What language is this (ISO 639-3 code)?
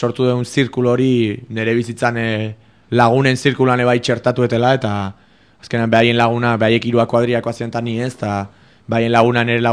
eus